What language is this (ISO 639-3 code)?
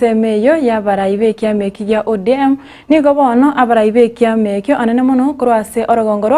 guz